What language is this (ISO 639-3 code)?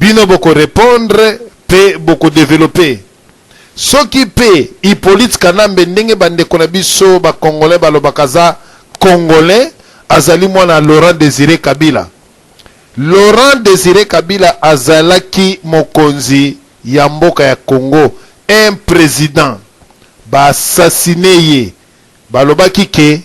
lin